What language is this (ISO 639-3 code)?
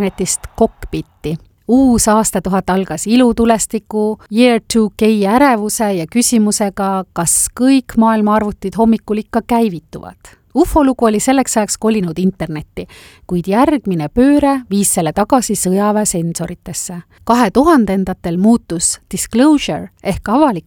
est